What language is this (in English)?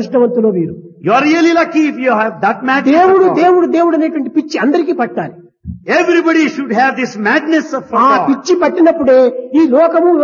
Telugu